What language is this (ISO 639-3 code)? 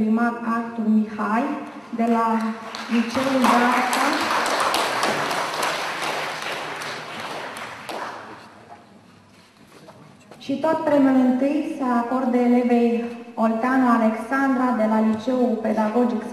ron